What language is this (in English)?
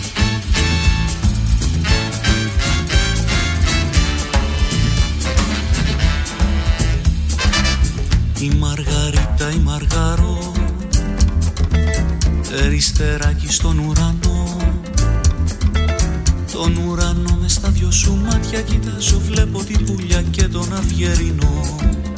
Greek